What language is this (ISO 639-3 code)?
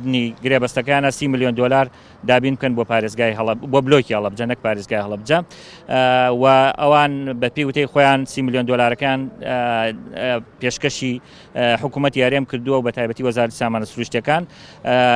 ckb